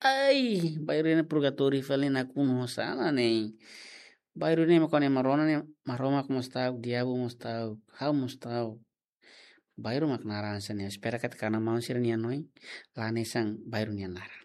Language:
Tetum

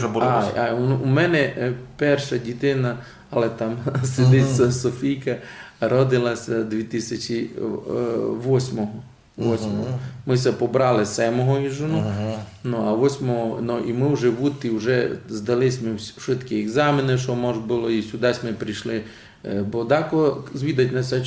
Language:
Rusyn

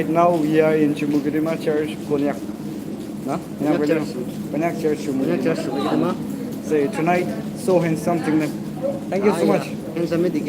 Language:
Naga Pidgin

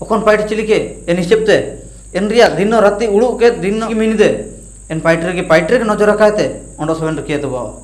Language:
Ho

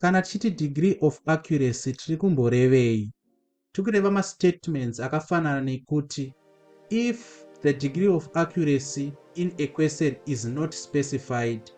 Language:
Shona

